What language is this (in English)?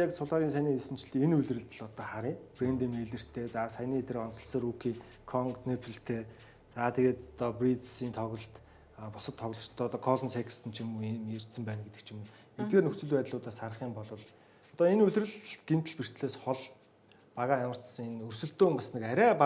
Mongolian